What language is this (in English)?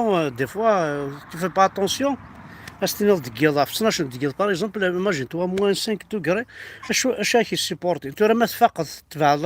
Kabyle